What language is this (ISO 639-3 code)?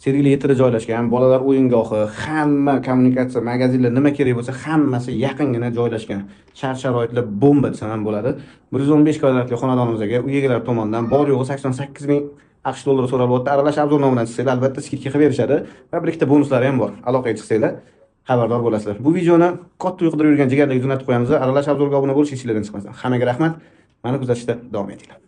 uzb